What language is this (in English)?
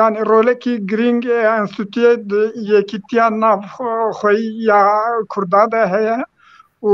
Kurdish